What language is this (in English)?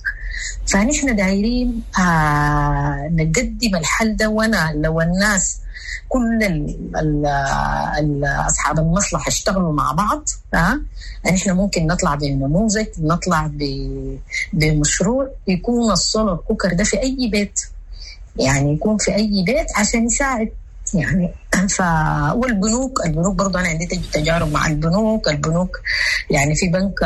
Sudanese Arabic